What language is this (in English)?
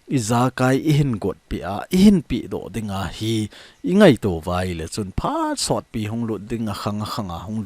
Thado Chin